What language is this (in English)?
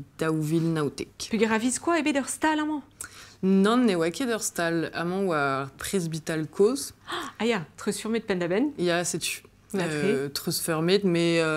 Breton